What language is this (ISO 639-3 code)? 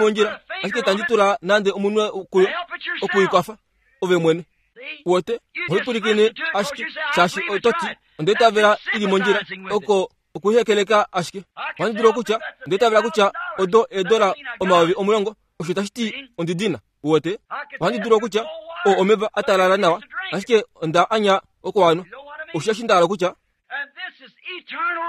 kua